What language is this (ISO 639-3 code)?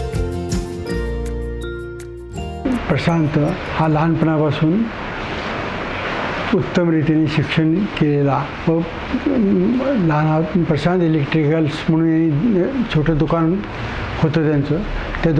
mar